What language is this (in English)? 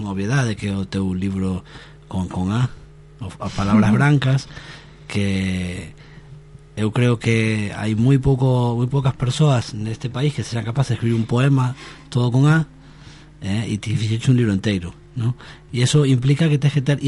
Galician